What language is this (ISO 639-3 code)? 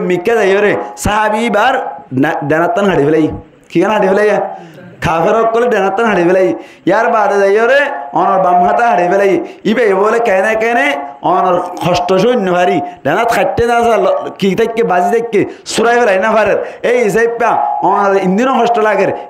rhg